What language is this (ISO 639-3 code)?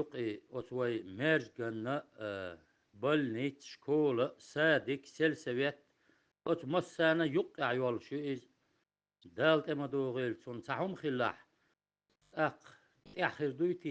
che